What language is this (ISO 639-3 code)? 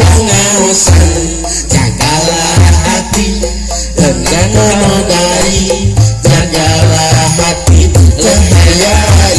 sun